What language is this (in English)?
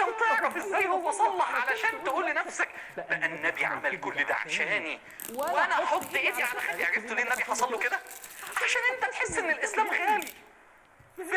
Egyptian Arabic